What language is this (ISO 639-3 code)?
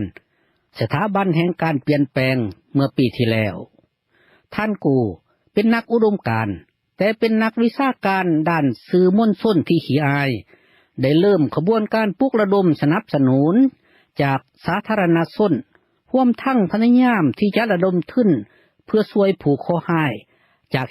lao